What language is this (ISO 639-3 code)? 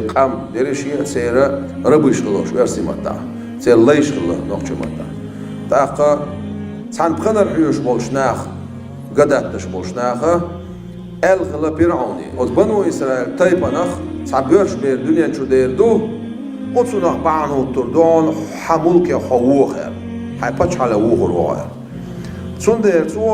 che